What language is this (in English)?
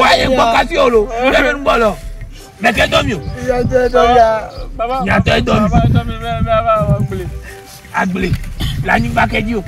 Ewe